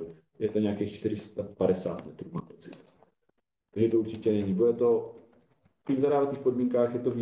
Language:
Czech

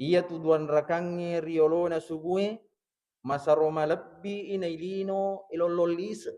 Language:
Buginese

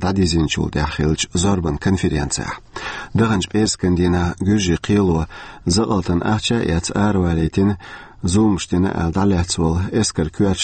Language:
Chechen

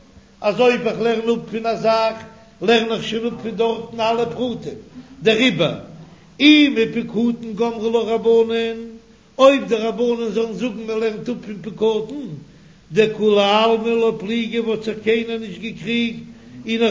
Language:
Yiddish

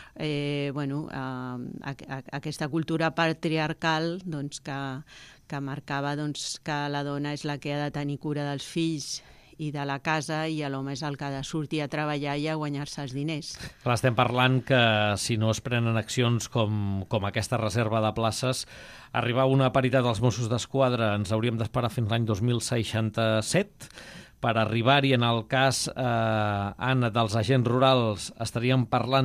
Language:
Catalan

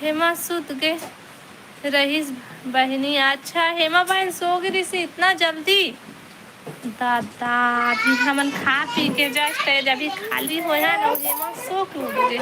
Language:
Chhattisgarhi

